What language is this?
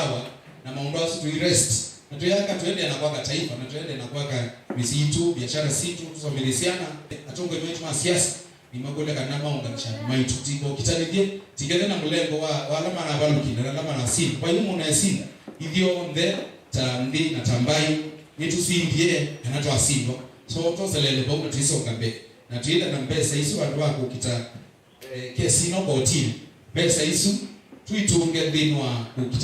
Kamba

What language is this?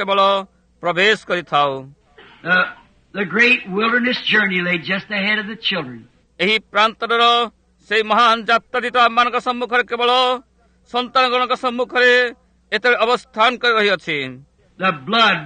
Odia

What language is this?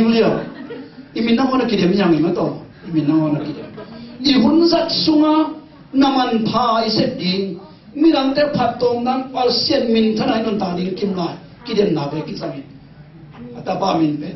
Tedim Chin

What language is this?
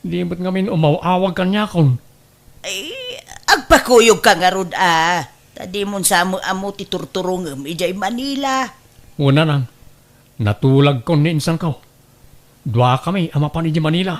Iloko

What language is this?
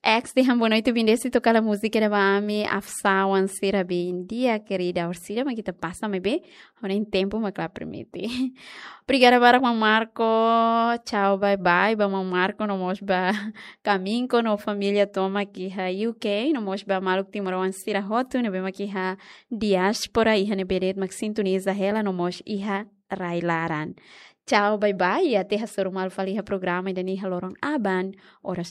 Tetum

